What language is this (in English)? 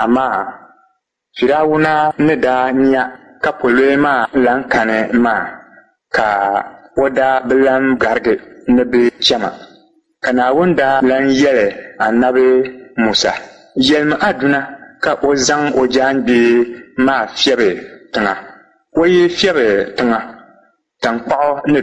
Dagbani